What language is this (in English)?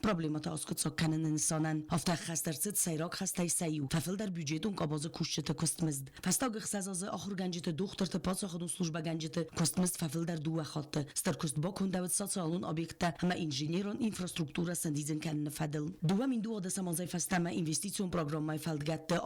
Ossetic